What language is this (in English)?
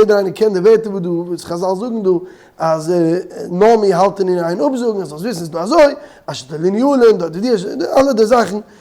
Yiddish